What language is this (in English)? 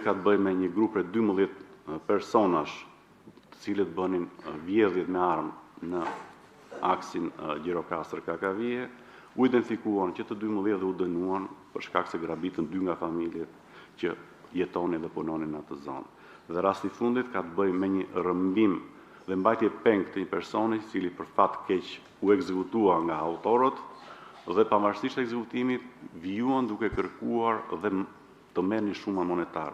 Albanian